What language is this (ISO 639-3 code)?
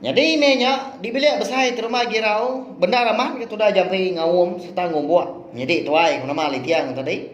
iba